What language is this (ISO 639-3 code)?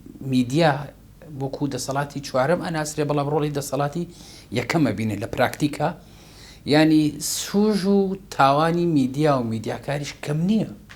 ckb